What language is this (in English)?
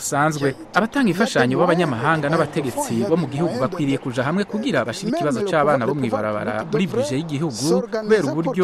Rundi